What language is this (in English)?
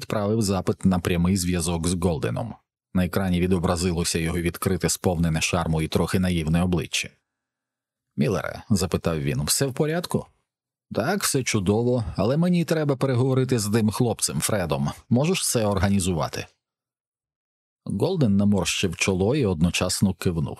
Ukrainian